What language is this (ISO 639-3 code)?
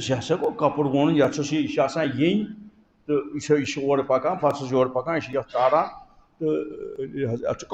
kas